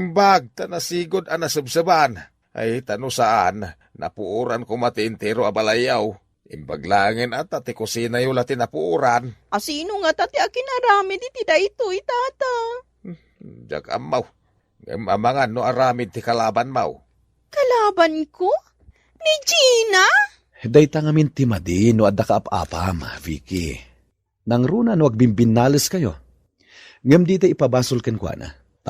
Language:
Iloko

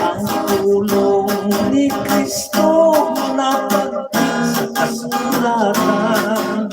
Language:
Hiligaynon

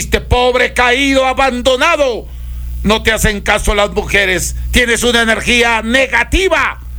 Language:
Spanish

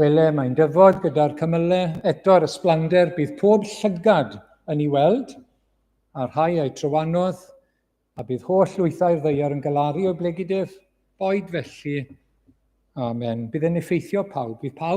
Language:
Welsh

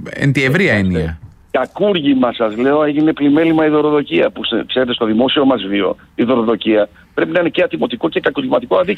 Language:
Greek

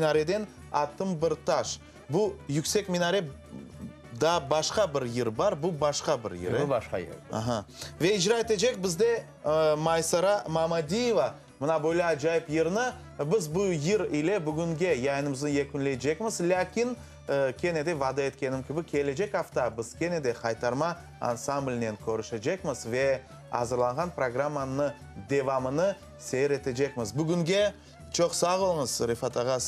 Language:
Crimean Tatar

